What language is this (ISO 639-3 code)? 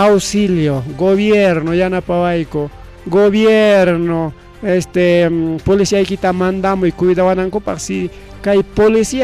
quy